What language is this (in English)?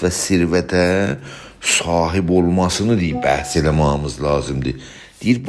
South Azerbaijani